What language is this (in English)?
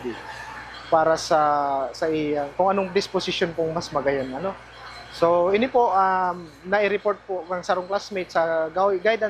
Bikol